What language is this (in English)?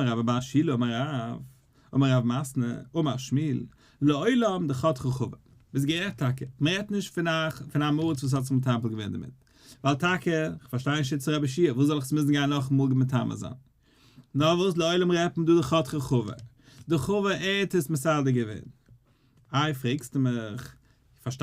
Yiddish